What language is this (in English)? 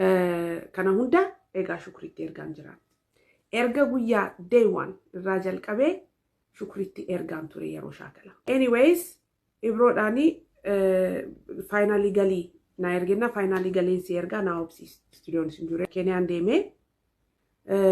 Oromo